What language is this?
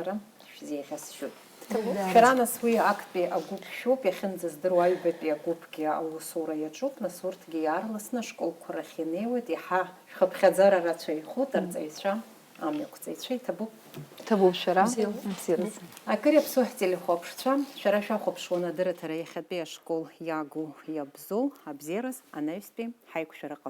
Abkhazian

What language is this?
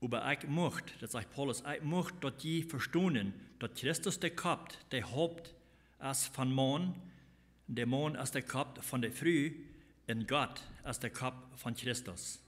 Plautdietsch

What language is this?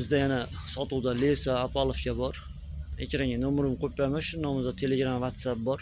Uzbek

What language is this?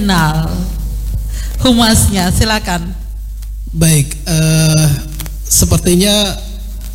Indonesian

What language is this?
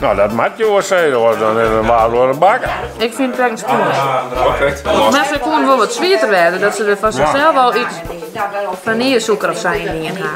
Western Frisian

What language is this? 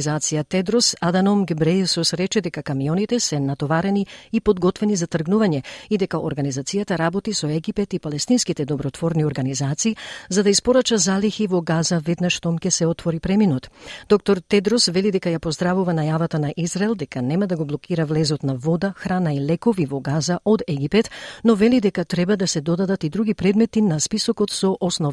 Macedonian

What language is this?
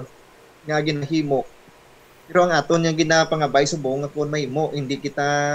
Hiligaynon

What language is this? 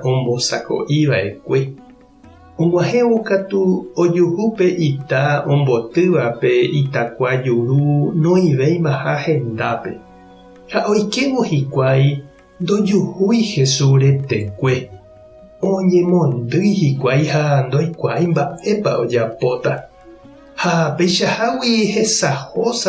Guarani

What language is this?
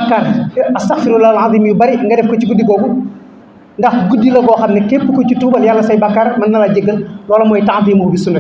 Wolof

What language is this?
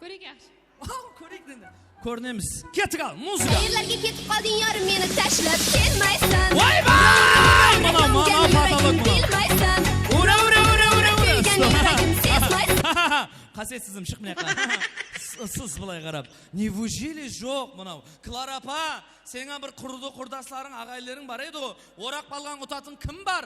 Kara-Kalpak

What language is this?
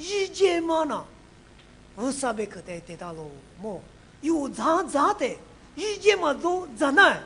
Lisu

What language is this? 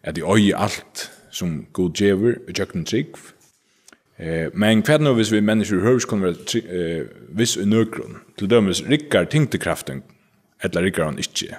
Faroese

